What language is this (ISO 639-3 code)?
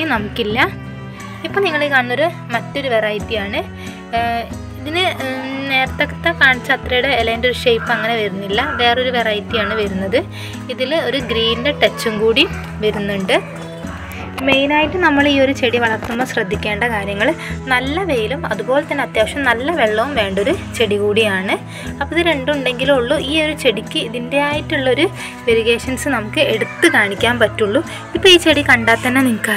mal